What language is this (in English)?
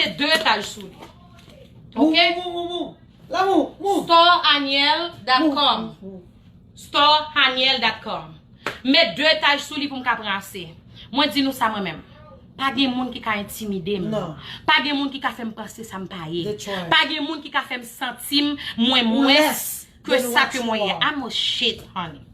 Haitian Creole